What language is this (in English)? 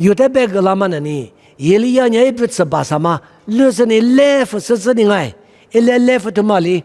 Lisu